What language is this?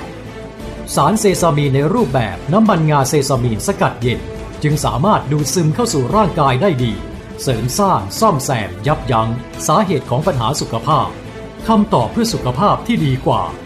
Lao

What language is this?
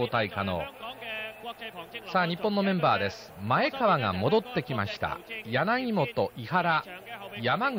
Japanese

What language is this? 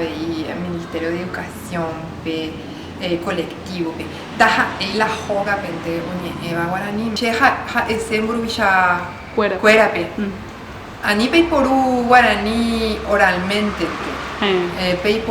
Guarani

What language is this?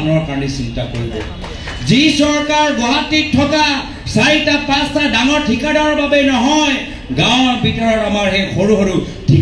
Assamese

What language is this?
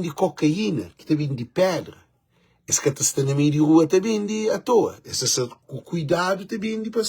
Kabuverdianu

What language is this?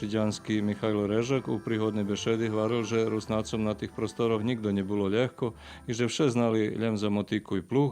Rusyn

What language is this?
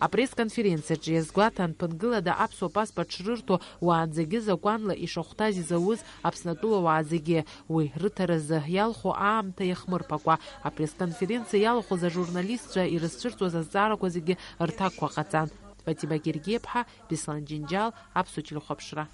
Abkhazian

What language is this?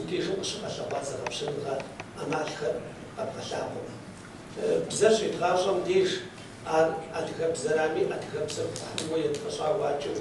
Kabardian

